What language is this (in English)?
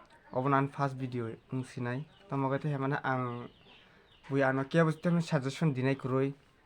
Kok Borok